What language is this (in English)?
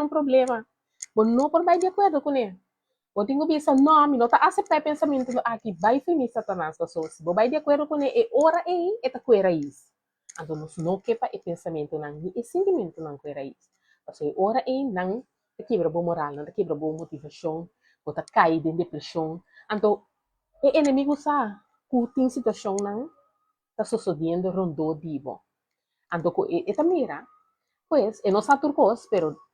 Papiamento